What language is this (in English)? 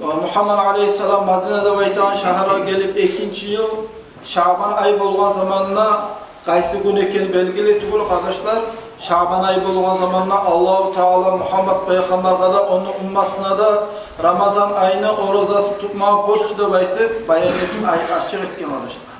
Kumyk